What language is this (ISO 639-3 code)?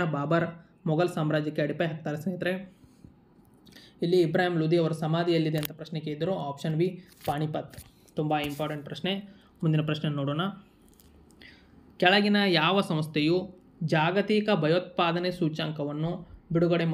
kan